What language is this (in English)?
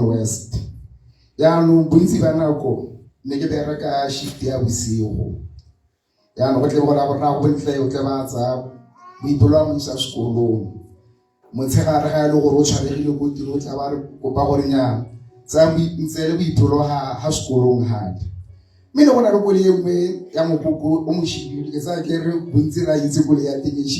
Tswana